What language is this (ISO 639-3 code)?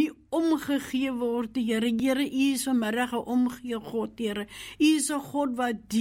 afr